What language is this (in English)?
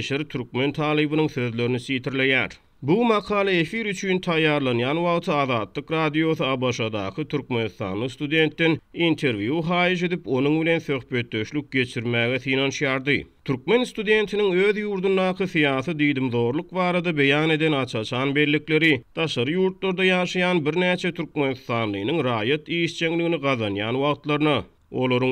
Turkmen